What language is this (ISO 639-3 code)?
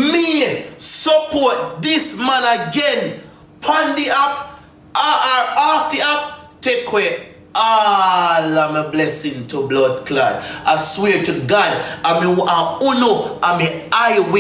jam